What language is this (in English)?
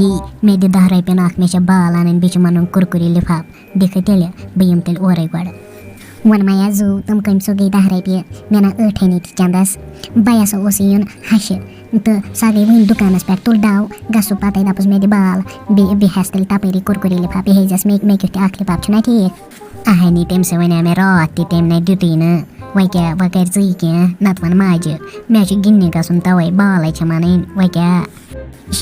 Kashmiri